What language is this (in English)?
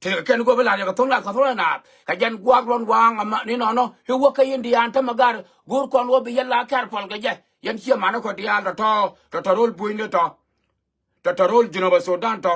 Nuer